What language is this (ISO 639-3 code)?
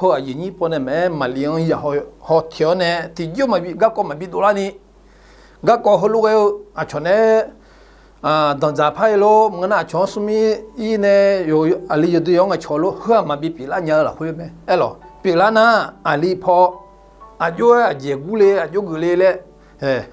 ahk